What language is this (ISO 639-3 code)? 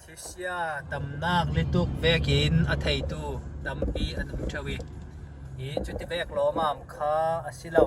cfm